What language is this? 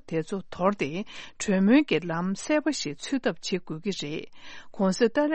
Tibetan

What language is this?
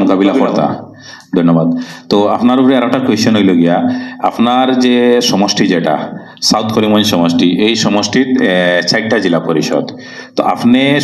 Sylheti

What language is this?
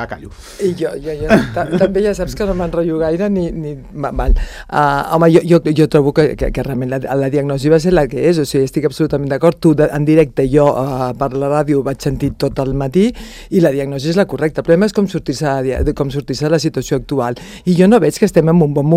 Catalan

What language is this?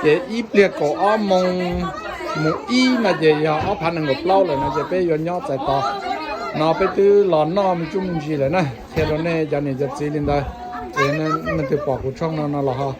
Hmong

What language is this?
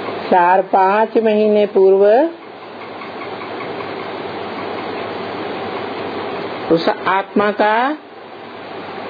Hindi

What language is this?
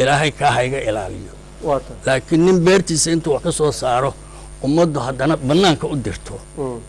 Somali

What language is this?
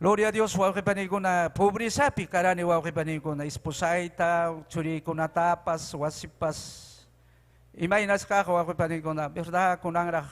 Ayacucho Quechua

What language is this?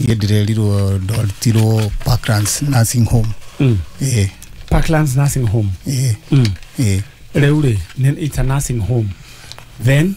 Kikuyu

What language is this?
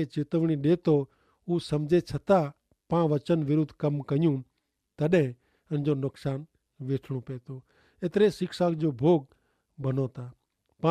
Kachhi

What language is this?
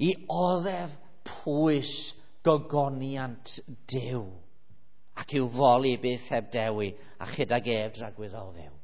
Welsh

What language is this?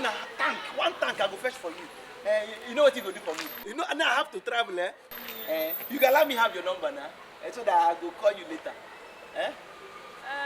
Nigerian Pidgin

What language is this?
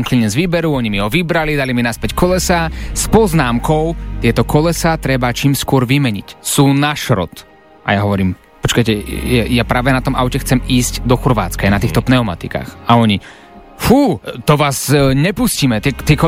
Slovak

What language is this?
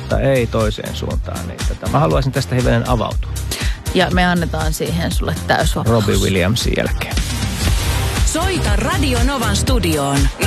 Finnish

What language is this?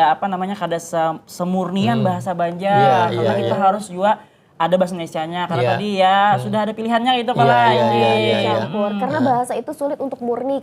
Banjar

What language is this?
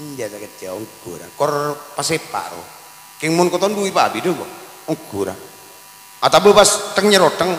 Madurese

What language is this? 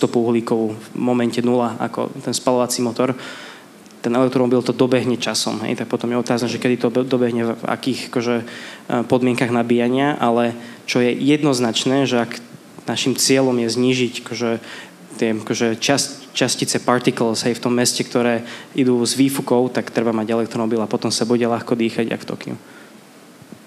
Slovak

